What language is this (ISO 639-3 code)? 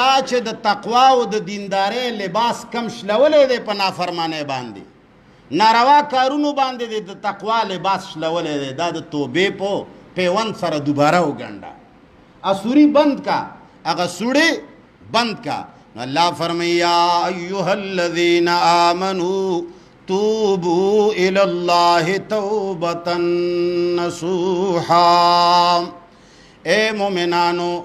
pus